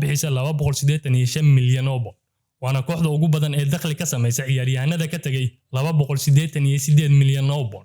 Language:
Somali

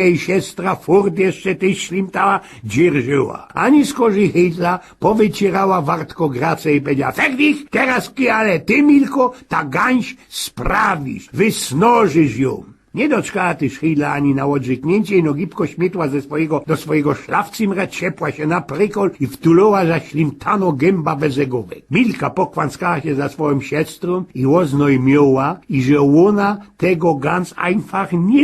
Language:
Silesian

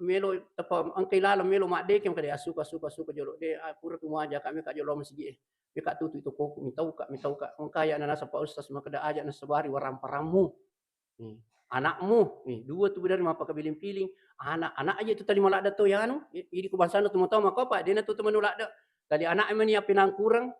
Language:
Buginese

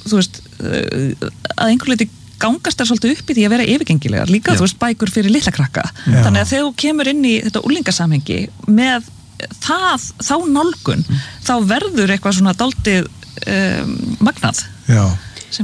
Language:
Icelandic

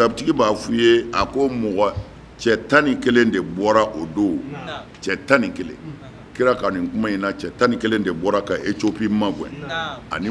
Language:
Bambara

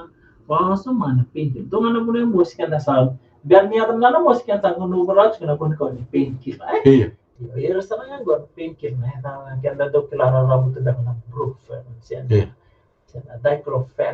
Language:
Fijian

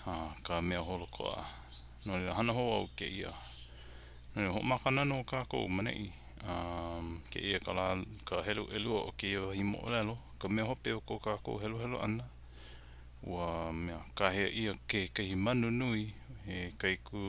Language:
Hawaiian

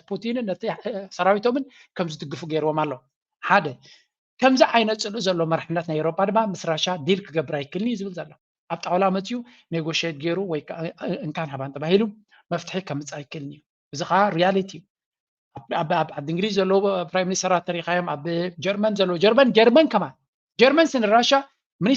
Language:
Tigrinya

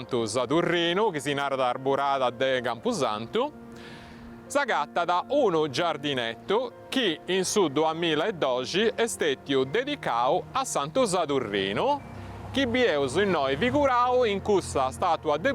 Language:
Sardinian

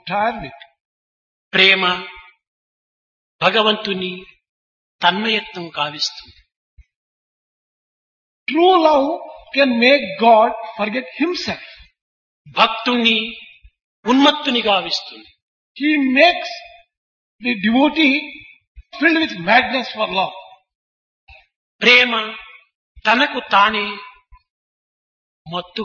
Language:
Telugu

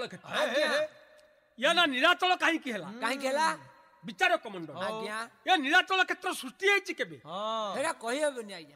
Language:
Odia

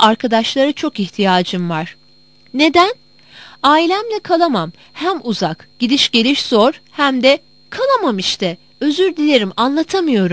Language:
Turkish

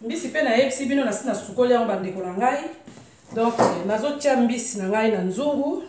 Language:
Lingala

